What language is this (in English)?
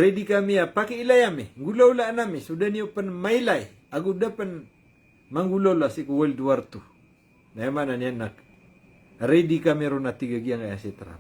Maranao